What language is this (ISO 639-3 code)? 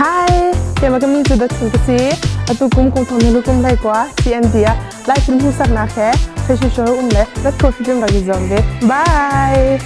cnh